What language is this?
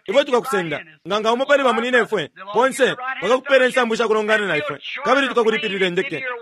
Bemba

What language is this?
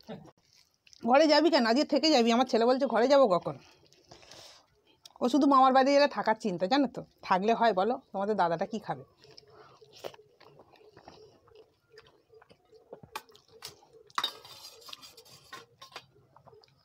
Bangla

